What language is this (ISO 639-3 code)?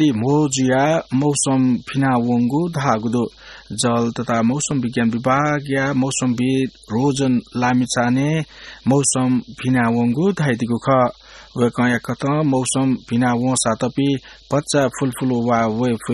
new